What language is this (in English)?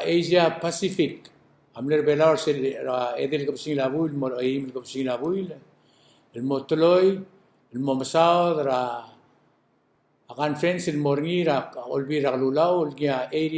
Palauan